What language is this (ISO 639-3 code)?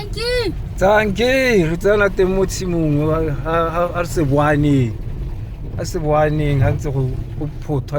tsn